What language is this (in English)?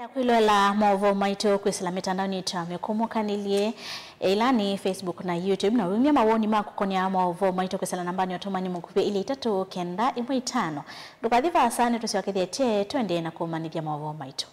Kamba